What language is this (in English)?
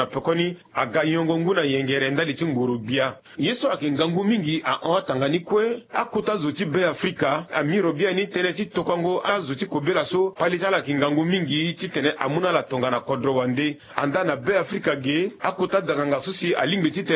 Sango